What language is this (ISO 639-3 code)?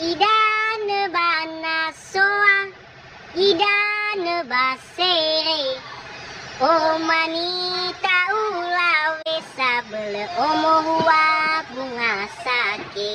nia